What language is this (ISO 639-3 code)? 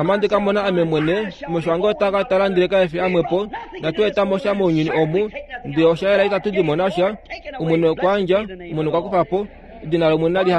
kua